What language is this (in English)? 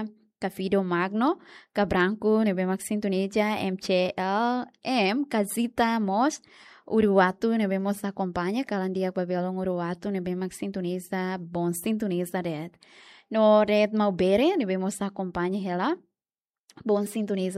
Tetum